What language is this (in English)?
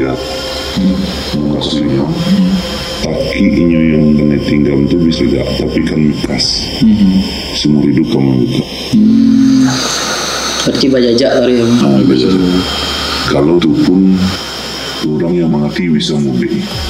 Minangkabau